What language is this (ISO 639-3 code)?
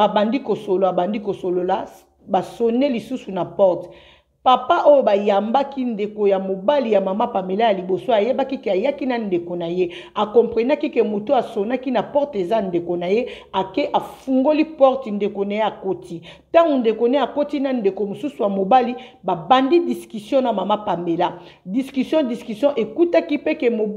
lin